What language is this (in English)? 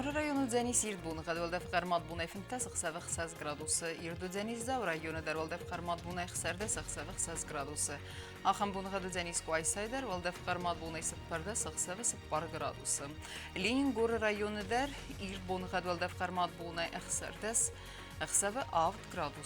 Ossetic